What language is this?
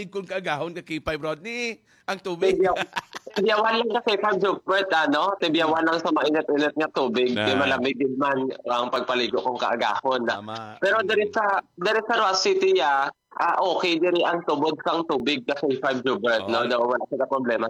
Hiligaynon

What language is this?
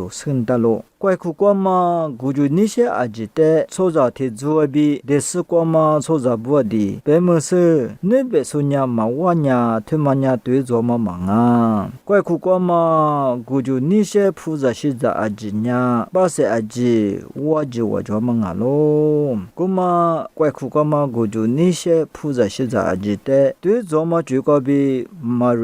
Lisu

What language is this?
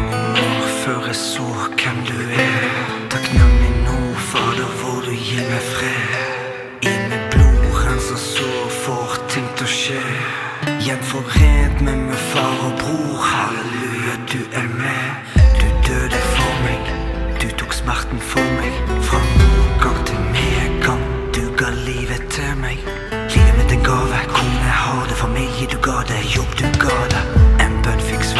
Norwegian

